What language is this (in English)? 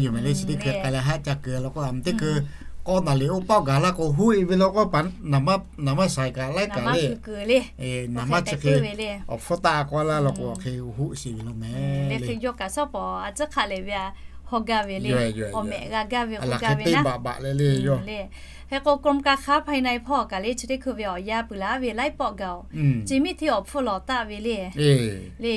Lahu